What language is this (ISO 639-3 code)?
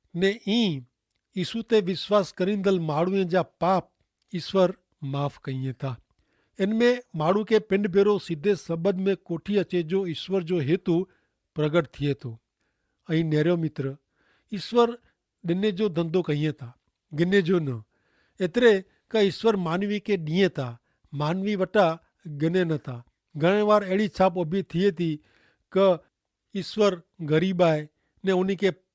kfr